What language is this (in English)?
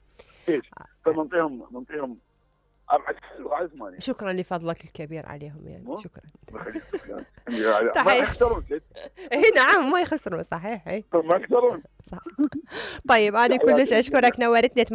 Mesopotamian Arabic